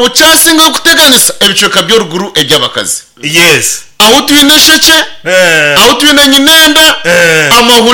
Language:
Nyankole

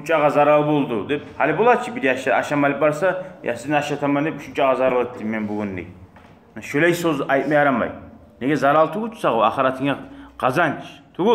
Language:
Kumyk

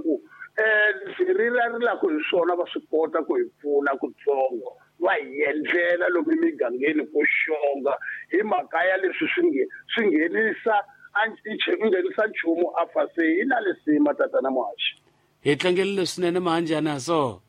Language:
Tsonga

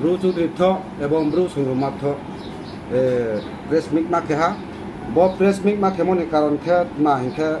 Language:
Riang (India)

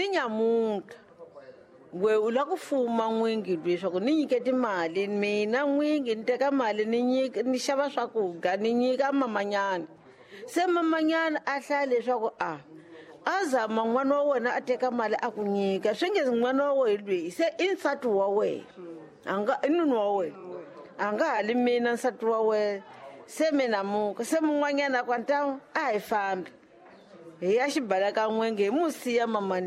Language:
Tsonga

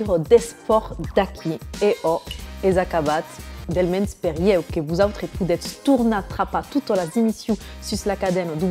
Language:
Occitan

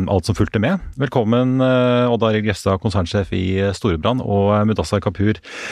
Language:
Norwegian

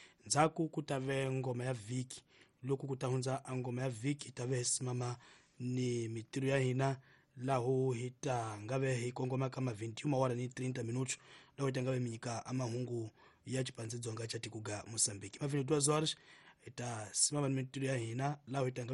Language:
Tsonga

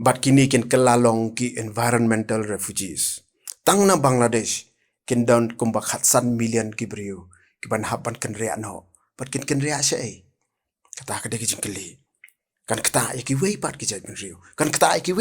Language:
Khasi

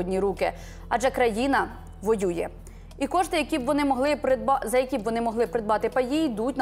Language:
Ukrainian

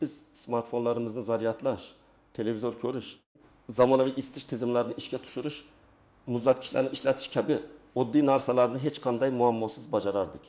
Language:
Uzbek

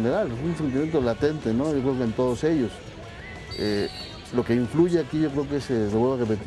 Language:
Spanish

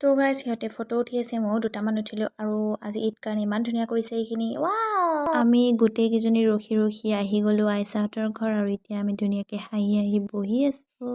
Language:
Assamese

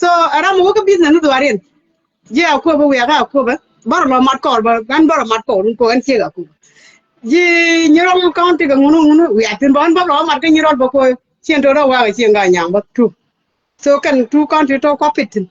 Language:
Nuer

